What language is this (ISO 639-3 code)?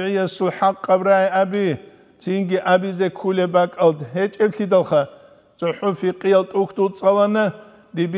ava